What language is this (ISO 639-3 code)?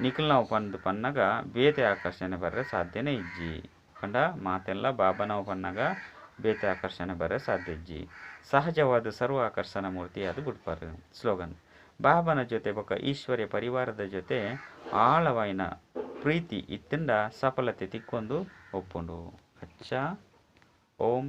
tcy